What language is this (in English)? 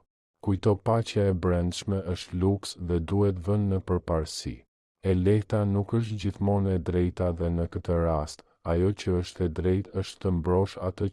Albanian